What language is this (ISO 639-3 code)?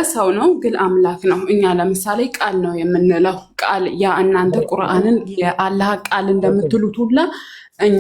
amh